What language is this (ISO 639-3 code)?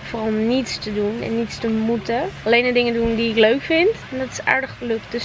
nld